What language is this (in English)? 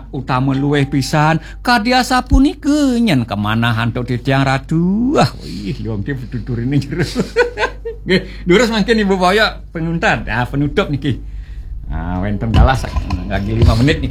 Balinese